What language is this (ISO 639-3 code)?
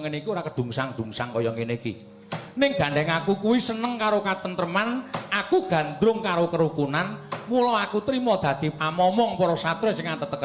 jav